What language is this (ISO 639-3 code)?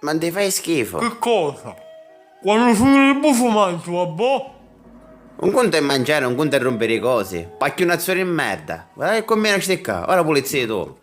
scn